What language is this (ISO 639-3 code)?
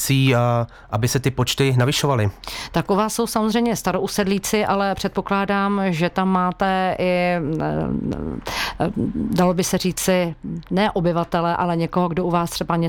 ces